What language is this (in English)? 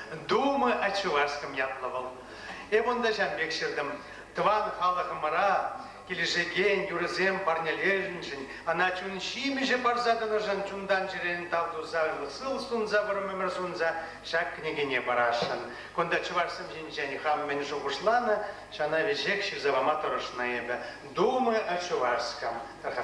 Chuvash